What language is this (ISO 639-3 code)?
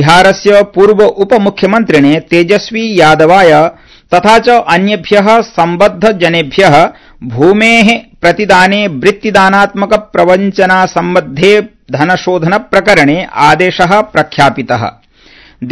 san